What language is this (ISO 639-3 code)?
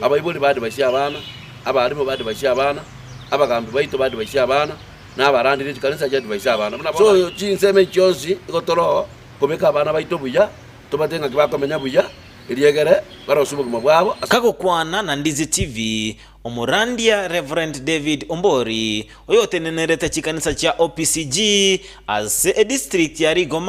guz